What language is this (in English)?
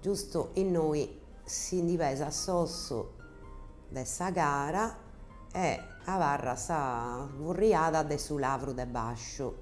Sardinian